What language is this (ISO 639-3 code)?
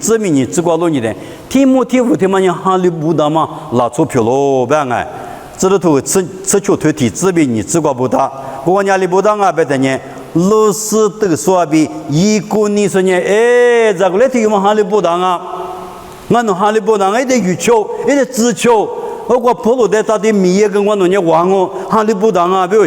lis